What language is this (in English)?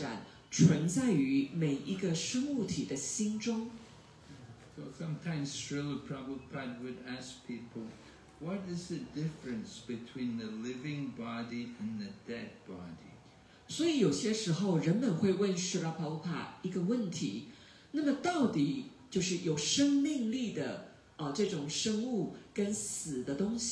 Chinese